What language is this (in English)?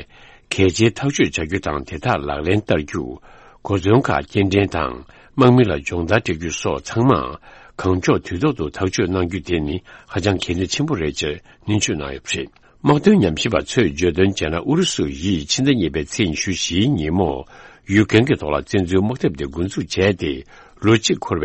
Tibetan